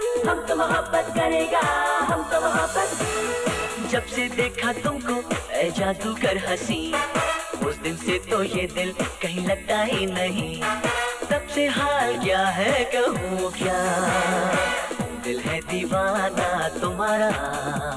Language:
Hindi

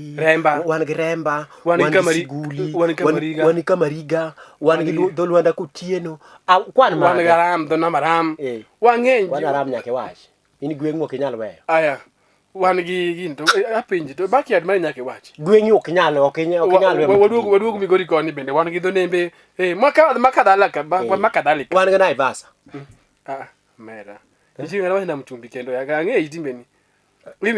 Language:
Luo (Kenya and Tanzania)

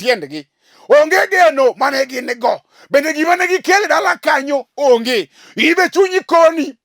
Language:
Luo (Kenya and Tanzania)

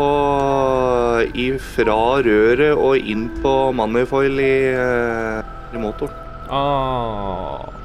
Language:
Norwegian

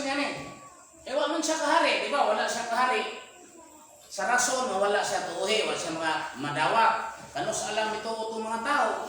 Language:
Cebuano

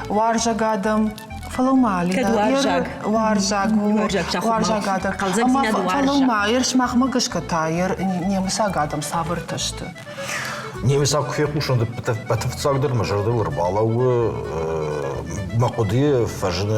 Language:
Ossetic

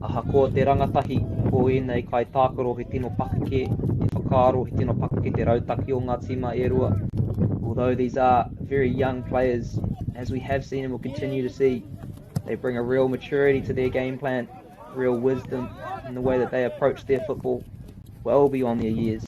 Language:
Māori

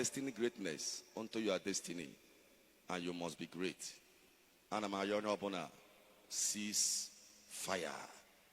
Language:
Igbo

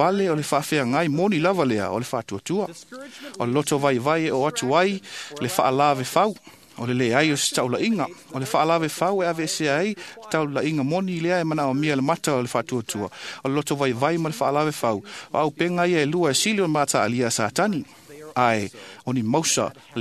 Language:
Samoan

